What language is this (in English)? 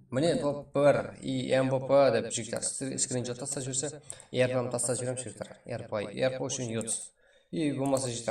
Kara-Kalpak